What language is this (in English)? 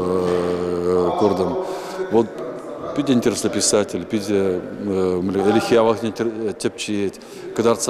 Chuvash